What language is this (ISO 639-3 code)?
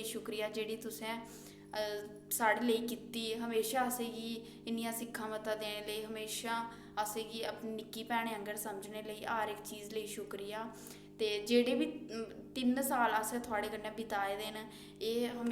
doi